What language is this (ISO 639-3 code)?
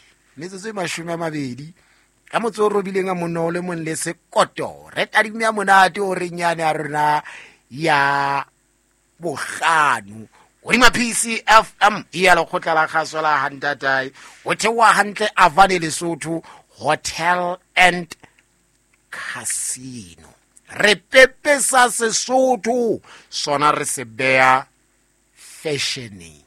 sot